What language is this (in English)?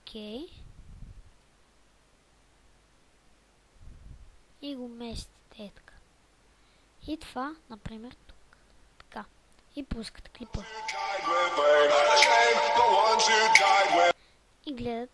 Bulgarian